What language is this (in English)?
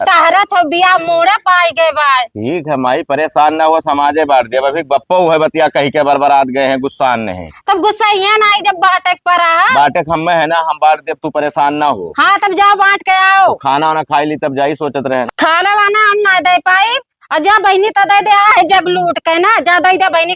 Awadhi